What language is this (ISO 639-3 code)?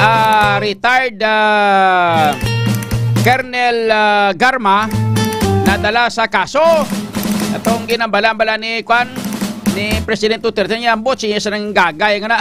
hil